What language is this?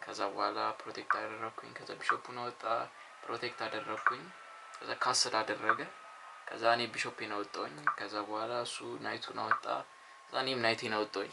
Amharic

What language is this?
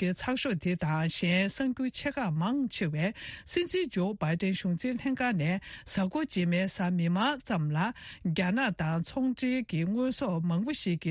Tibetan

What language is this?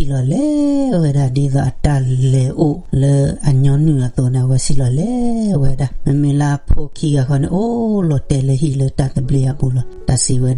S'gaw Karen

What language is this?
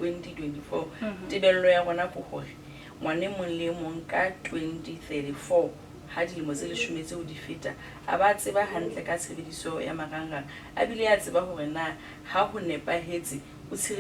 Southern Sotho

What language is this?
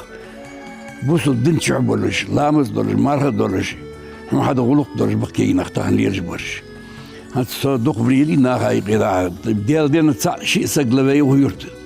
Ingush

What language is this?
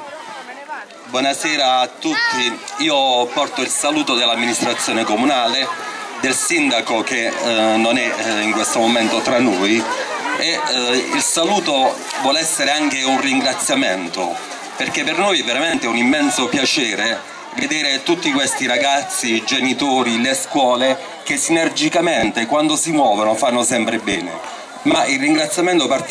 Italian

